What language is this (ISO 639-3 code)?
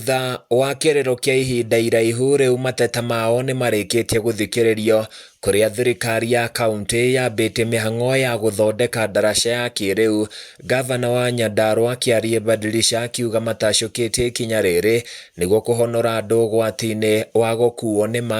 kik